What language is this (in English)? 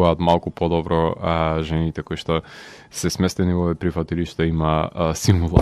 Macedonian